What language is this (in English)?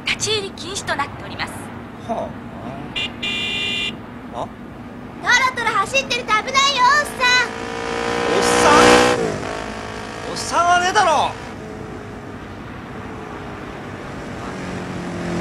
Japanese